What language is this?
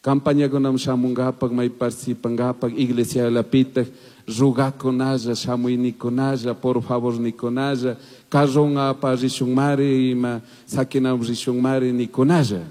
Chimborazo Highland Quichua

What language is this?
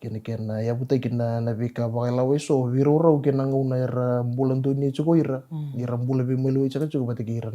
Fijian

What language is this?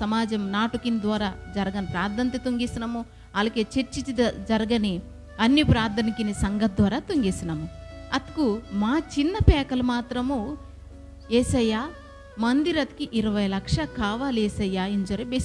Koya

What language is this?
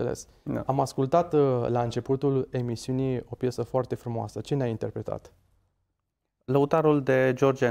Romanian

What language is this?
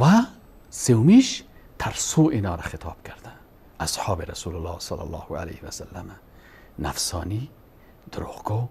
Persian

